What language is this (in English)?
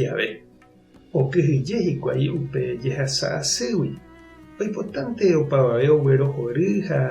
Guarani